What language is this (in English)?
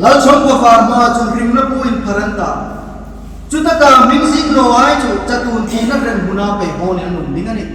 Hmar